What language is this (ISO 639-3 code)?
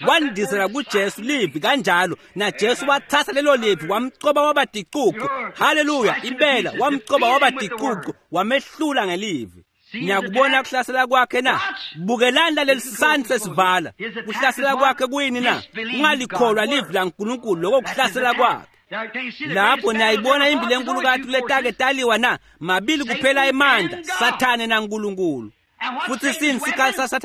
ssw